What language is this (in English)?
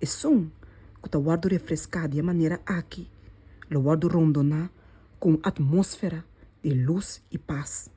Papiamento